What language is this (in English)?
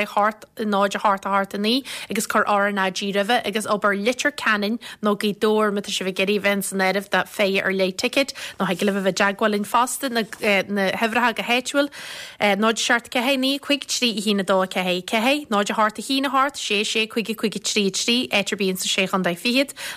Irish